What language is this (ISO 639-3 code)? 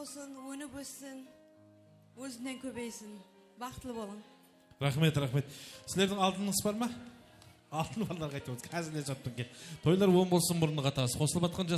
kaa